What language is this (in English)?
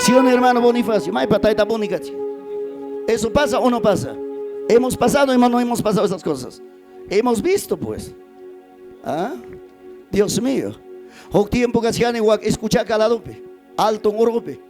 Ayacucho Quechua